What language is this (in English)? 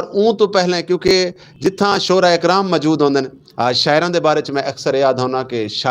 Western Panjabi